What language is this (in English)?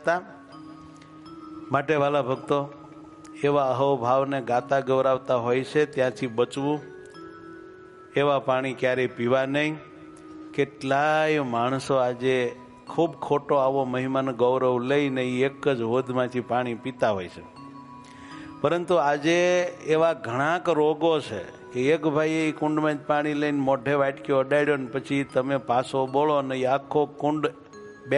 Gujarati